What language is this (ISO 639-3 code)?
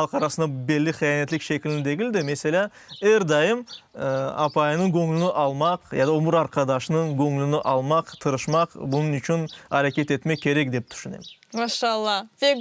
crh